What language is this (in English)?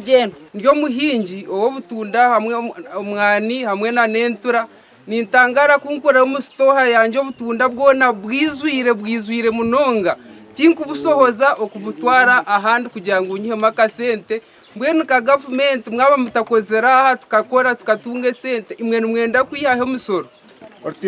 Nyankole